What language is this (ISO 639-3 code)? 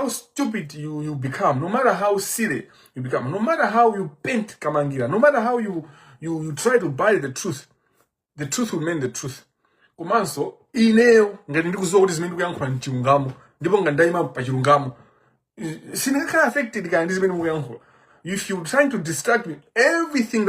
nya